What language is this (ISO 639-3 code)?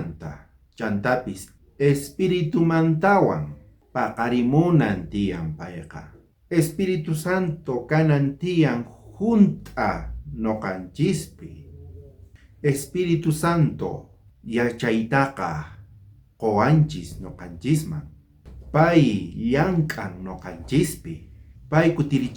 quh